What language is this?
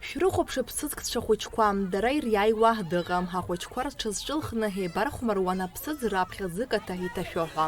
Abkhazian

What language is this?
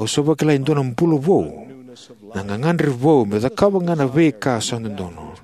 Fijian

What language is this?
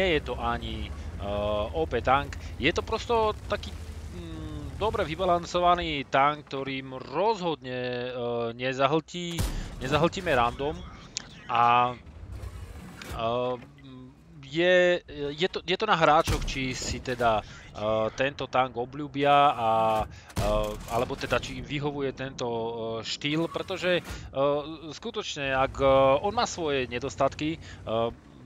Slovak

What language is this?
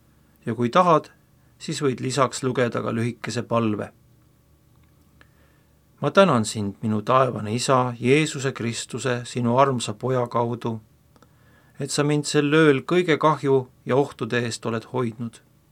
Estonian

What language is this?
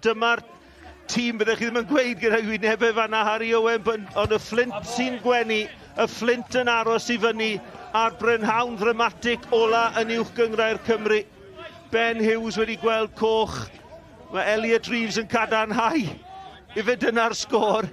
Welsh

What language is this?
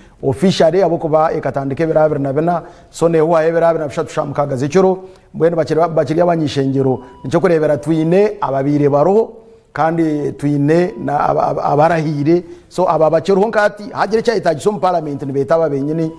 Nyankole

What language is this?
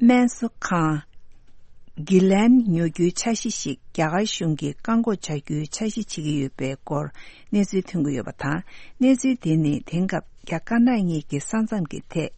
Tibetan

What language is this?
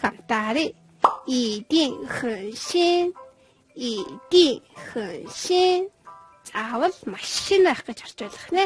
Mongolian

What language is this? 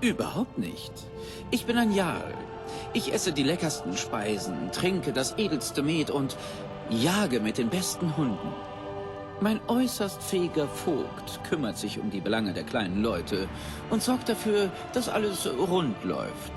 Bavarian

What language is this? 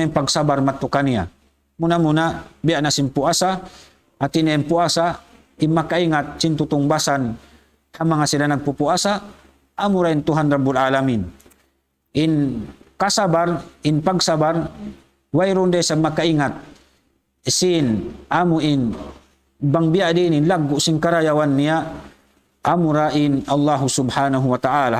Tausug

